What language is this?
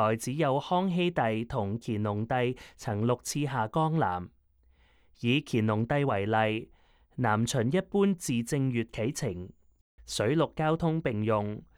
Cantonese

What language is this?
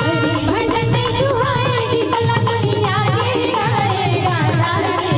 Chhattisgarhi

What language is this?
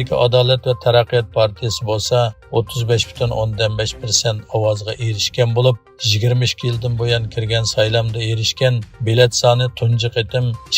Uyghur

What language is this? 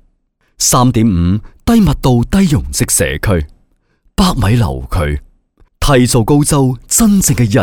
Cantonese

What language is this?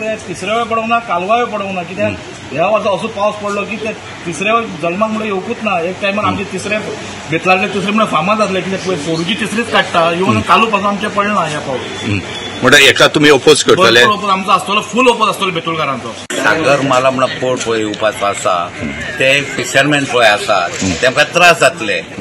Konkani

